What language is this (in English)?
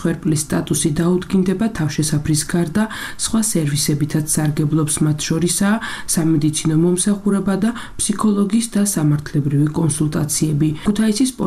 Georgian